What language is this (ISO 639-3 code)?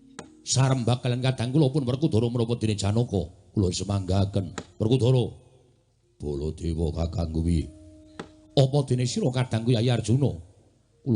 jav